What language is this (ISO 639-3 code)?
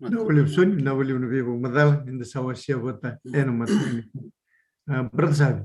fij